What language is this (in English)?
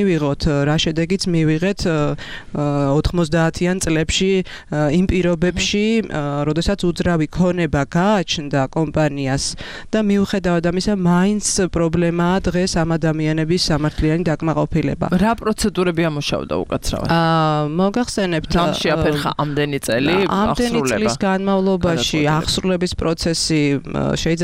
Georgian